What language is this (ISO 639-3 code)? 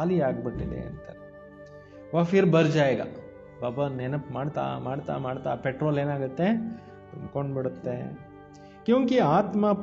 kan